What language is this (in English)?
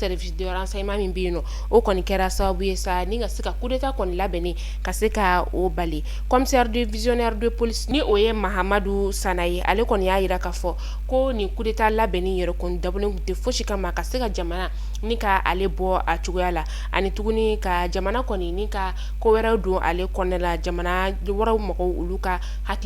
Bambara